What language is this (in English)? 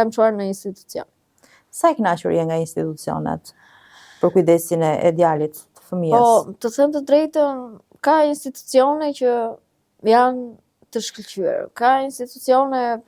Albanian